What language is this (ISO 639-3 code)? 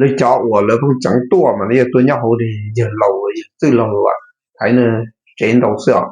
hmn